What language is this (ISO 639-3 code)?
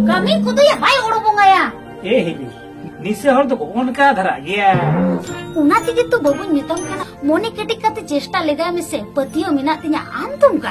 sat